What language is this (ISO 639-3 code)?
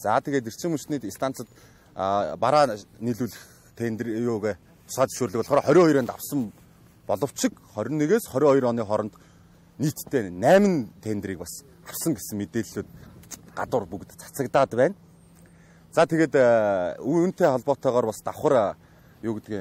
mon